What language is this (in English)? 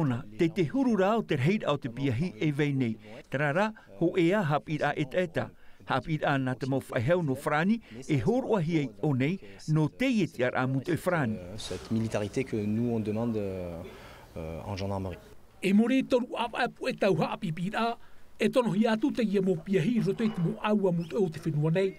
Tahitian